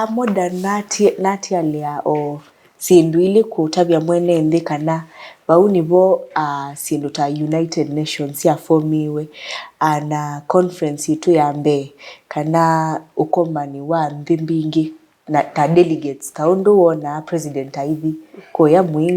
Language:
Kamba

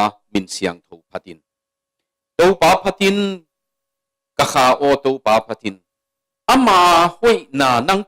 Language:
Tedim Chin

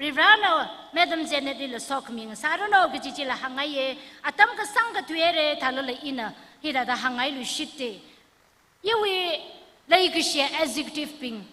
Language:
Tangkhul Naga (India)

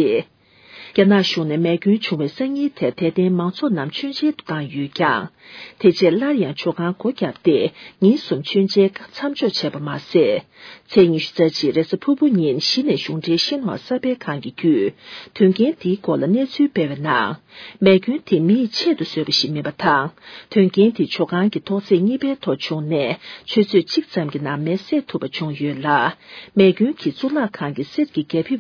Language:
Tibetan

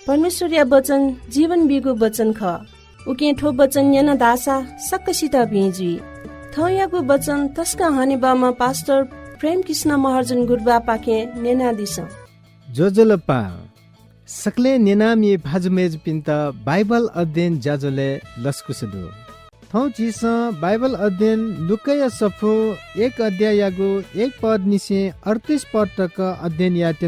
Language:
Newari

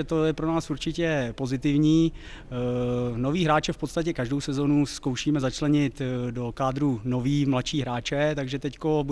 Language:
Czech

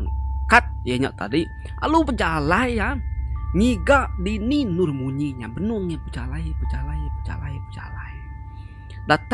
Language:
Iban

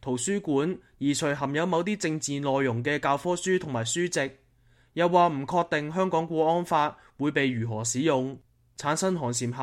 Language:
Cantonese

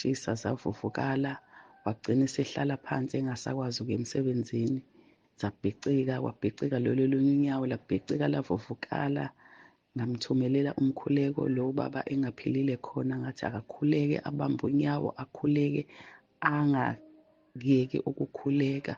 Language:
Zulu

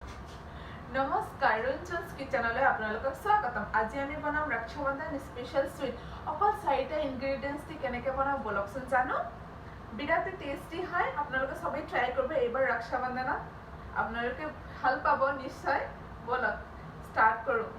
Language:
Assamese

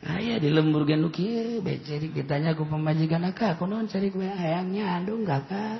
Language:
Sundanese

